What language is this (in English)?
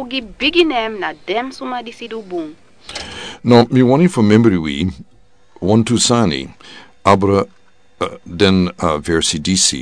Sranan Tongo